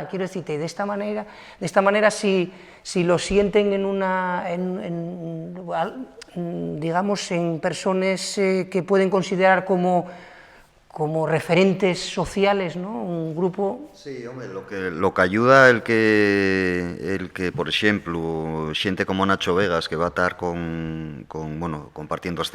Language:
Asturian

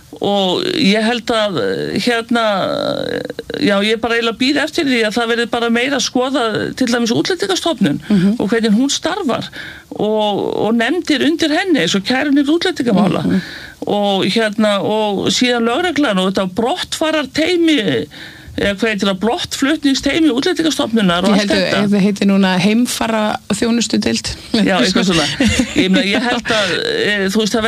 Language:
Icelandic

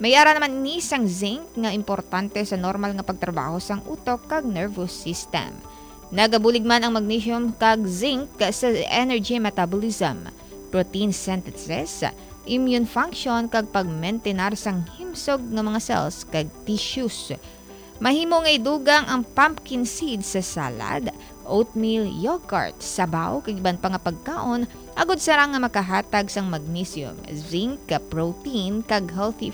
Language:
Hiligaynon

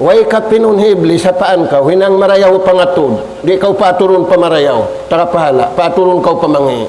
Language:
Tausug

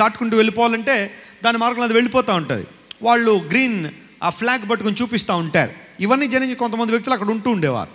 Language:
Telugu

